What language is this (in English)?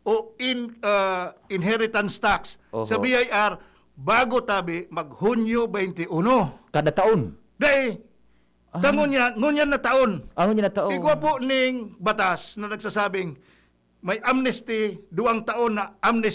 Bikol